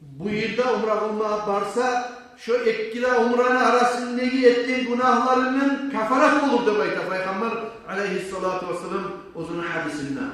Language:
Kumyk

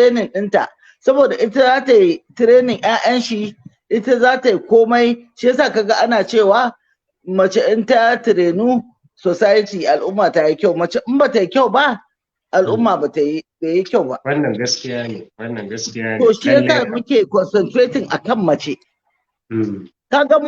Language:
Hausa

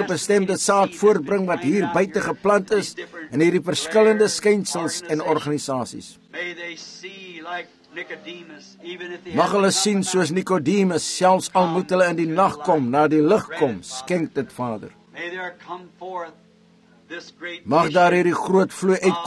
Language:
Afrikaans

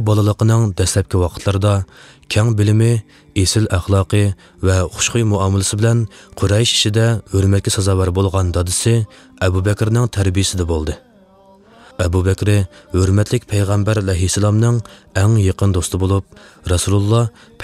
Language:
Uyghur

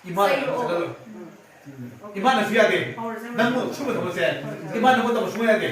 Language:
Manipuri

